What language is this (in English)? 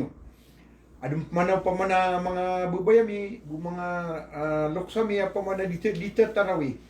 Maranao